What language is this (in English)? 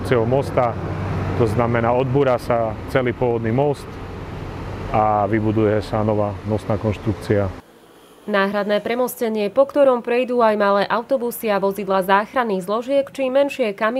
Slovak